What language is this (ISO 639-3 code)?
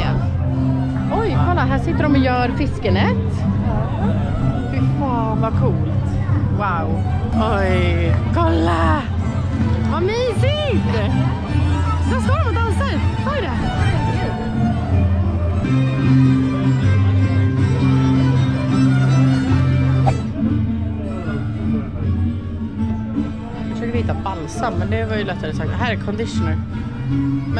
swe